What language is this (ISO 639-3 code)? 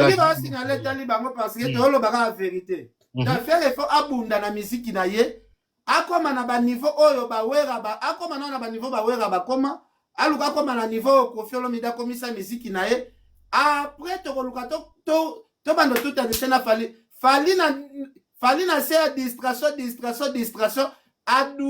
lin